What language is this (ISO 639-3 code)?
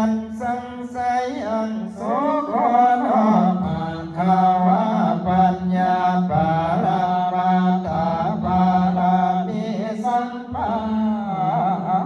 pli